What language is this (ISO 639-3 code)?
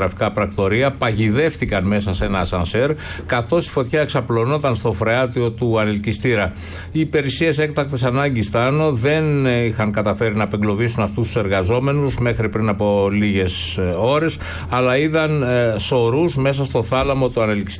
ell